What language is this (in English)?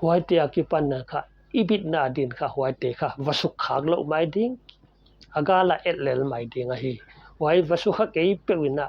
Paite Chin